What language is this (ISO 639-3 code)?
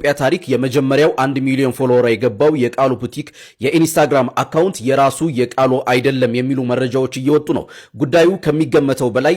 amh